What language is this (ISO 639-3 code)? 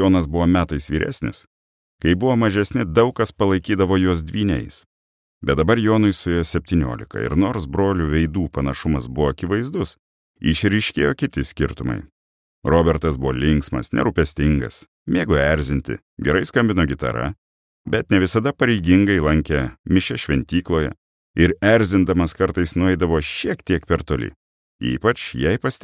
lit